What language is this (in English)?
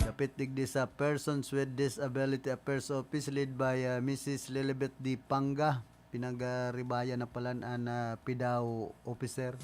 Bikol